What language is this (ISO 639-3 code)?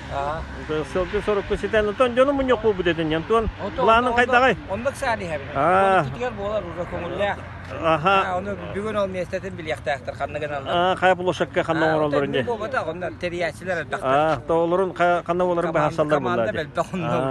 sah